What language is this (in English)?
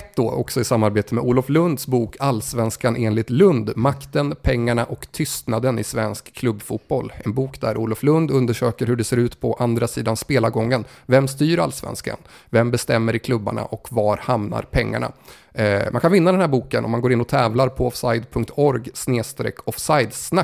Swedish